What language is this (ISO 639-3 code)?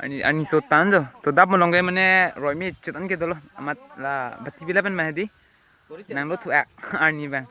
mjw